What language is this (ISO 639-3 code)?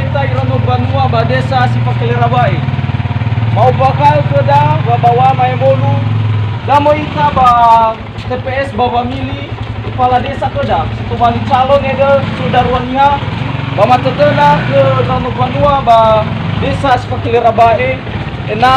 nia